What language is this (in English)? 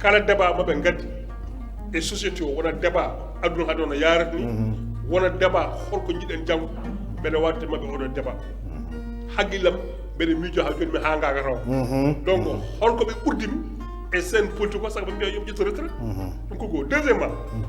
Fula